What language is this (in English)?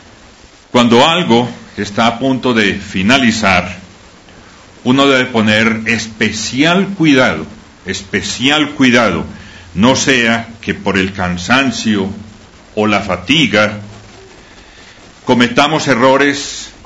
Spanish